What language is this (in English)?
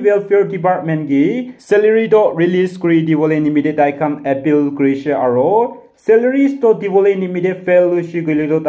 Naga Pidgin